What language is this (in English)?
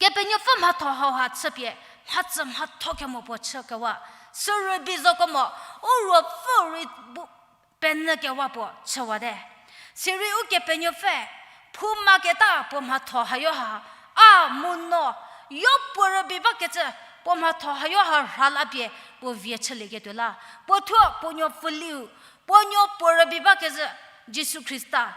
Angami Naga